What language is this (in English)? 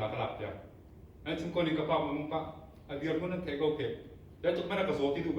Hakha Chin